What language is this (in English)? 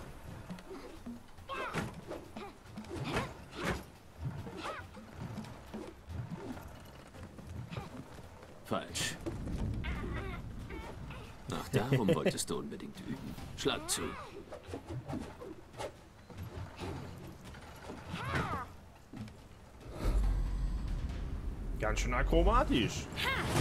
German